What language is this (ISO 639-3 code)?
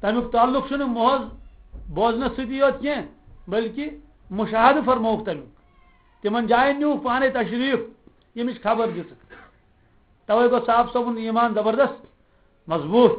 kas